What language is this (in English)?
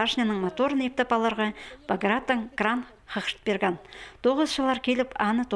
Khakas